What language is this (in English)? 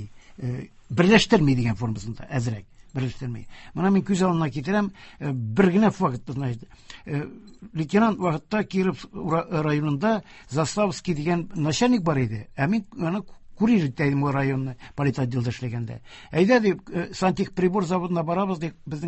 Tatar